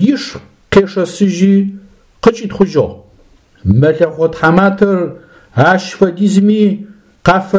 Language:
Adyghe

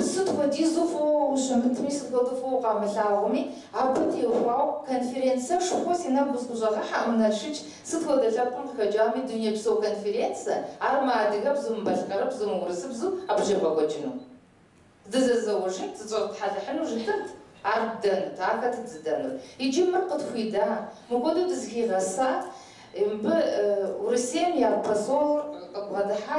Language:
Kabardian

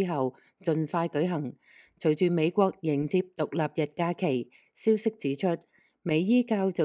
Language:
Cantonese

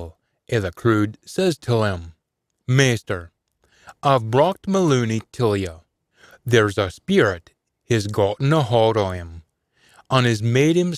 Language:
Scots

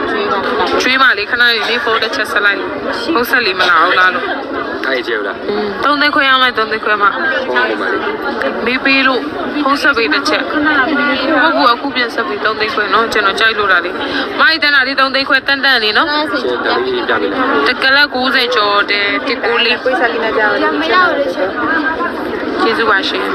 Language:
Burmese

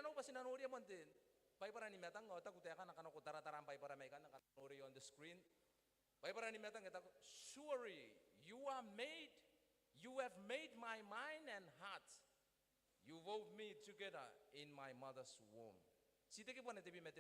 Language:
Gilbertese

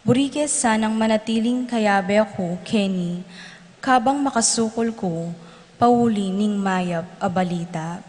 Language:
Pampanga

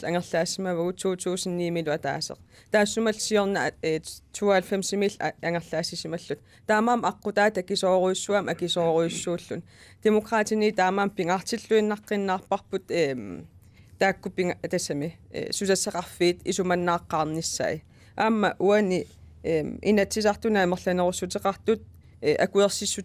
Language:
Kalaallisut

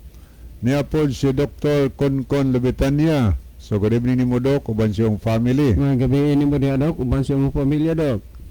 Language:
Cebuano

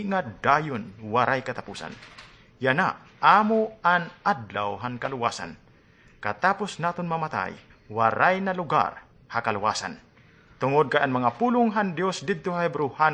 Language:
Waray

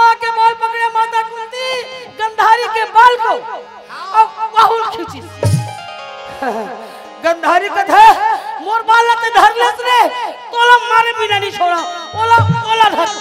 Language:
Chhattisgarhi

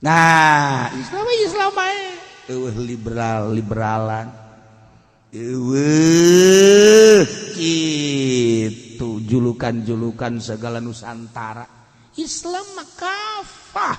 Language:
Sundanese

